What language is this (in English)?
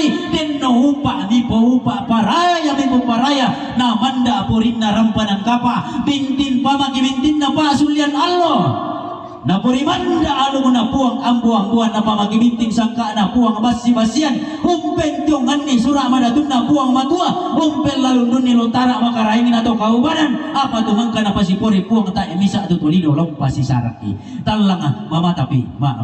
Toraja-Sa'dan